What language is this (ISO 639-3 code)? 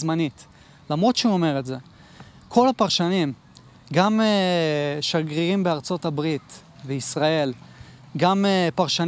heb